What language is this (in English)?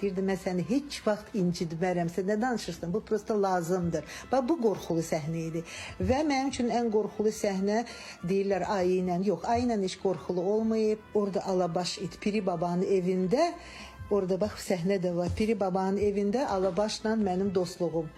Azerbaijani